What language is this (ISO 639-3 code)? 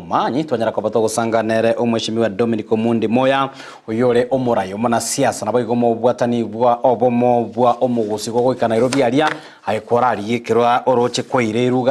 guz